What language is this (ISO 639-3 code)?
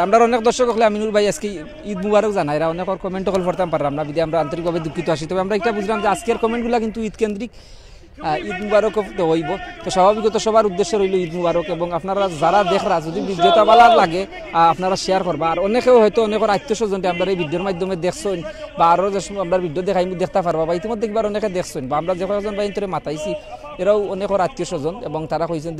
syl